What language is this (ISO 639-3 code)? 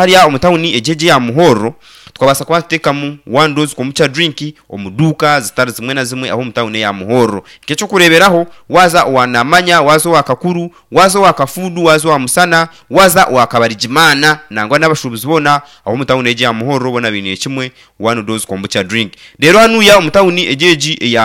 nyn